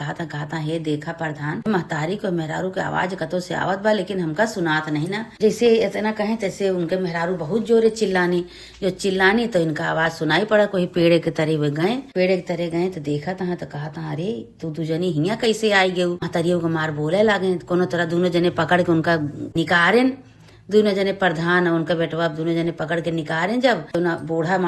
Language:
Awadhi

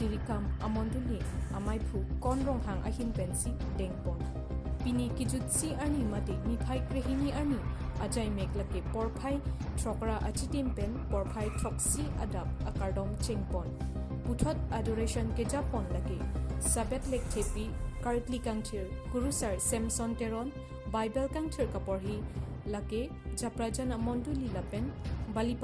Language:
Karbi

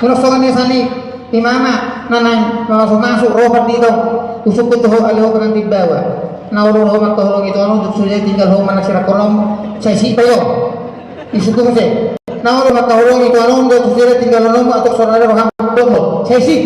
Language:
Batak Toba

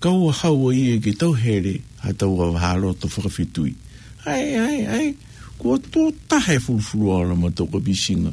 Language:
Tongan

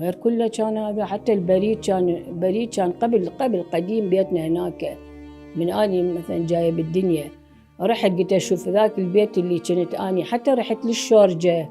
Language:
Mesopotamian Arabic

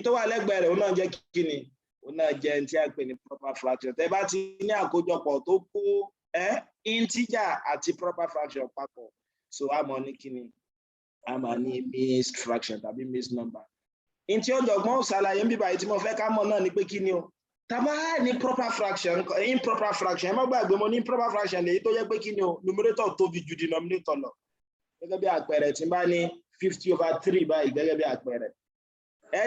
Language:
Yoruba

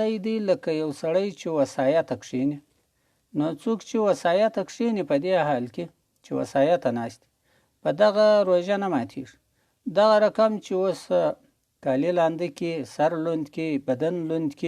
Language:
Pashto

